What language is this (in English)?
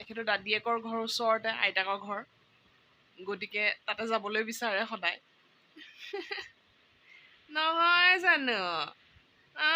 Assamese